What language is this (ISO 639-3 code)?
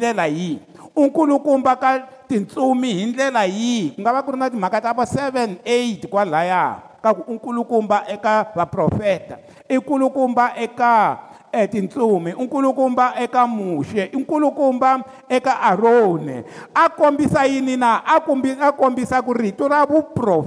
tso